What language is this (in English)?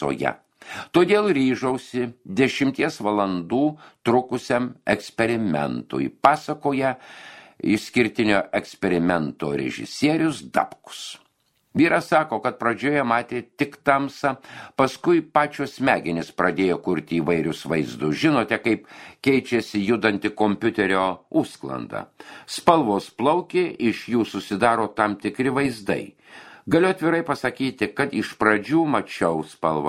Lithuanian